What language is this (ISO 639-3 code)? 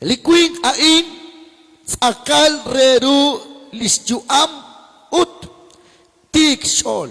kek